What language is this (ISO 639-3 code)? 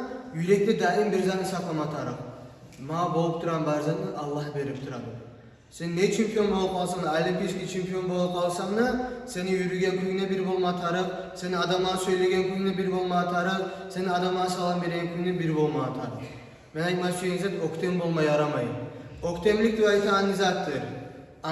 kum